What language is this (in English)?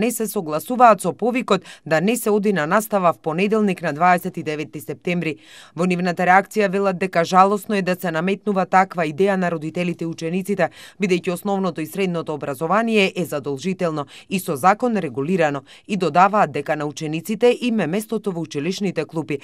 Macedonian